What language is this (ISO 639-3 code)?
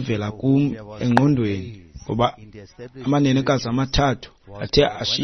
xho